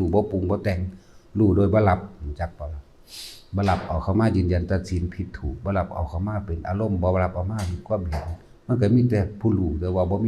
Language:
Northeastern Thai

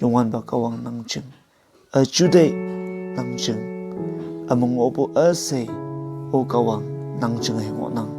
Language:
Konyak Naga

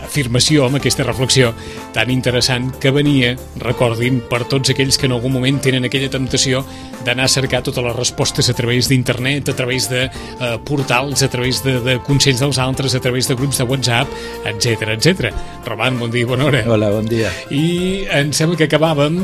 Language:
Catalan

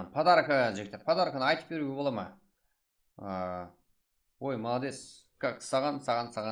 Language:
Kara-Kalpak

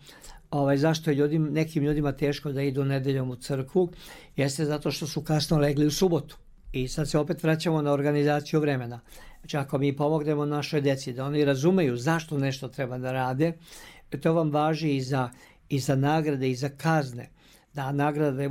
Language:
Serbian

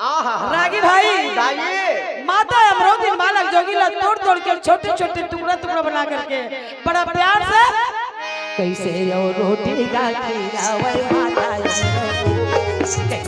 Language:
Chhattisgarhi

